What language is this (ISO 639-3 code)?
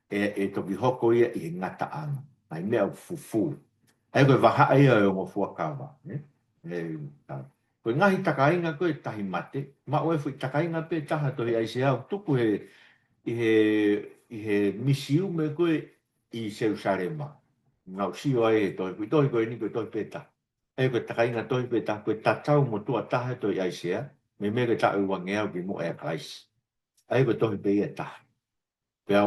ton